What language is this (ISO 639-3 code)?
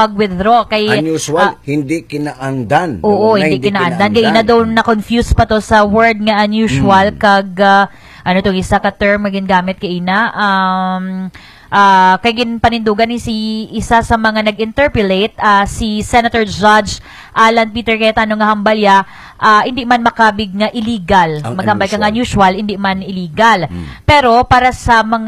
hil